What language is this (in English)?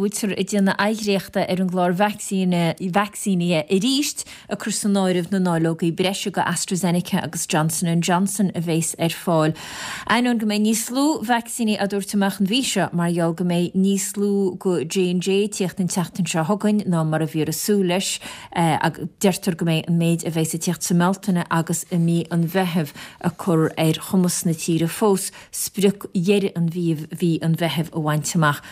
Irish